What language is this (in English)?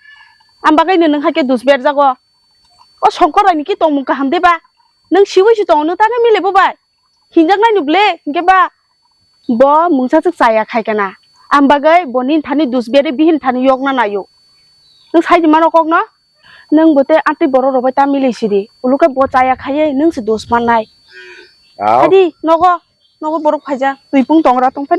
Kok Borok